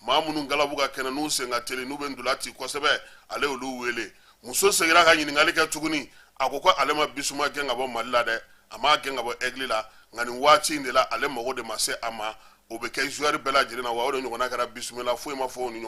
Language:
Bambara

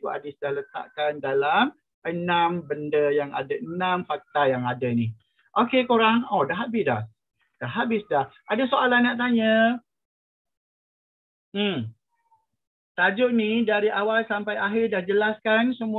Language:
Malay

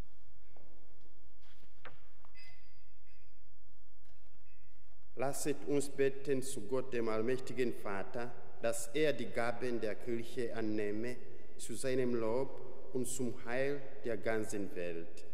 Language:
German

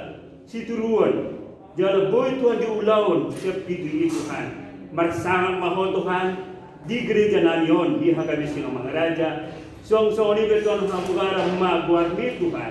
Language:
Batak Toba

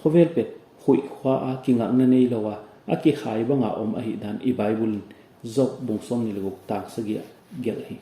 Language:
Paite Chin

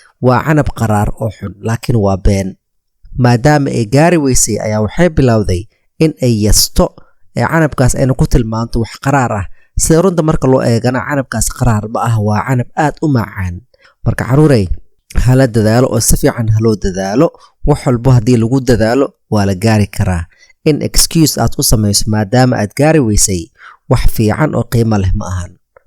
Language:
Somali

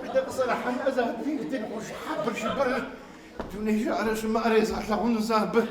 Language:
Kabardian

